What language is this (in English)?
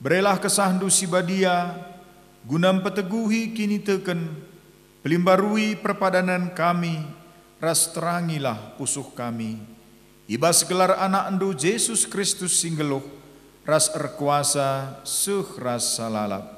Batak Karo